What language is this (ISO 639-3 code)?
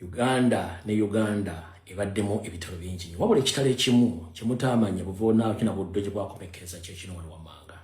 lug